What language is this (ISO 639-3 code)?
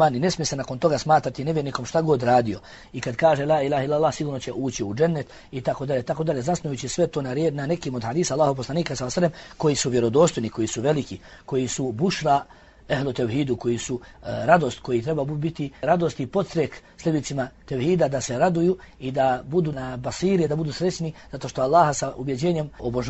bos